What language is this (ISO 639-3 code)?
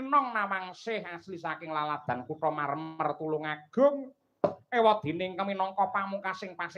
jav